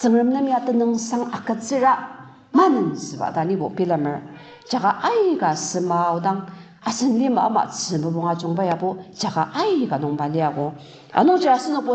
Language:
Ao Naga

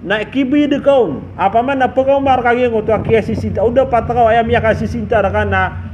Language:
Maranao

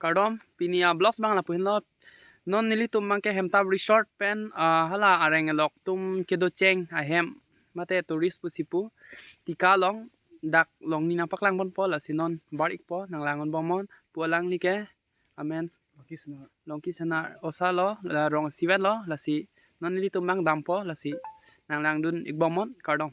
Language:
Karbi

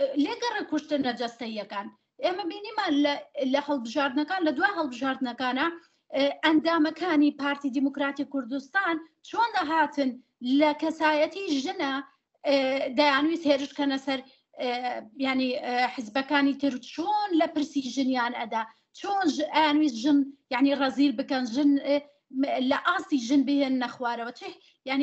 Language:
Central Kurdish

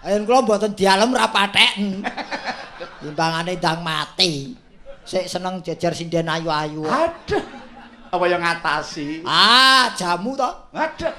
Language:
Javanese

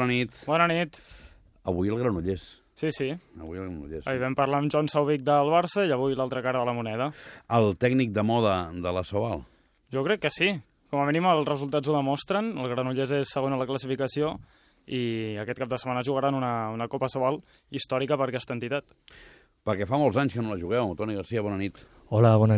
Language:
Catalan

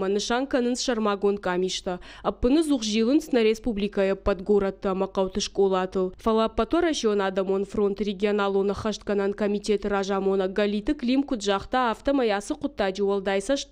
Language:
Ossetic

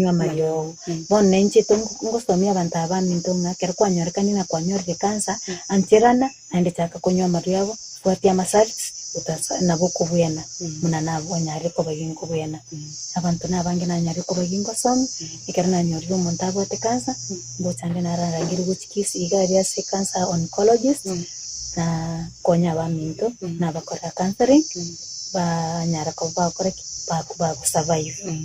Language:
Gusii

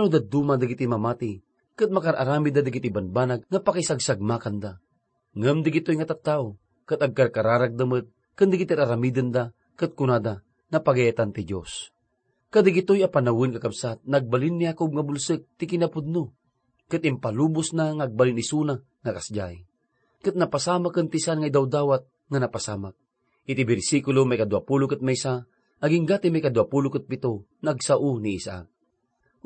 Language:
Iloko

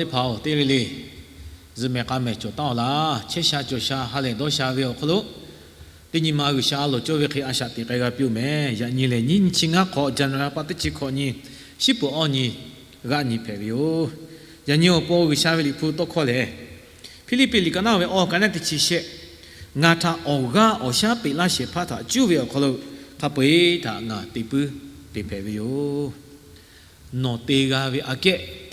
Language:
Lahu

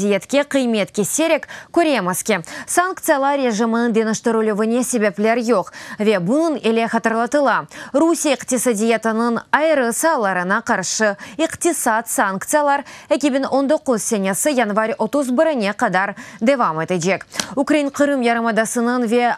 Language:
Crimean Tatar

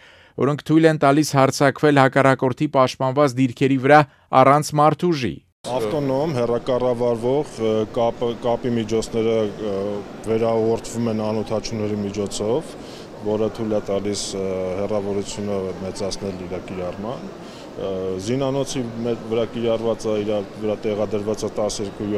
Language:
Armenian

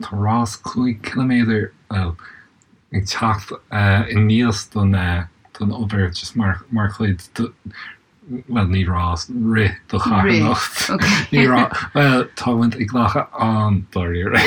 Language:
Irish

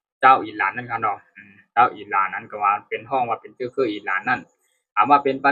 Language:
Shan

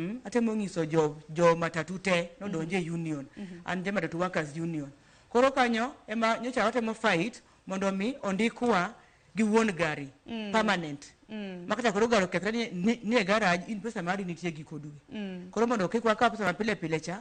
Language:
Luo (Kenya and Tanzania)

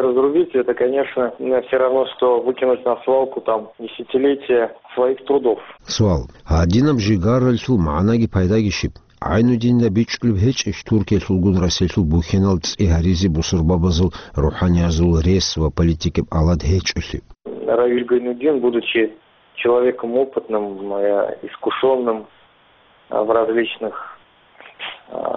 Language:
Avaric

